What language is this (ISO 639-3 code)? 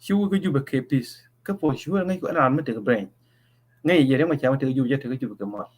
nus